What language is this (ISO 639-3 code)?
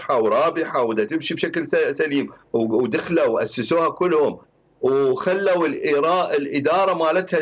acm